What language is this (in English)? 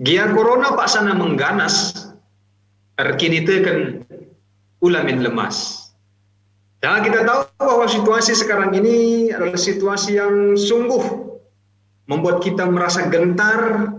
Batak Karo